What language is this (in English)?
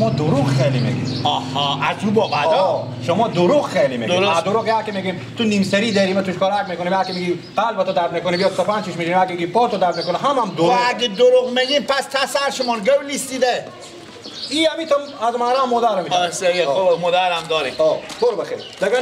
Persian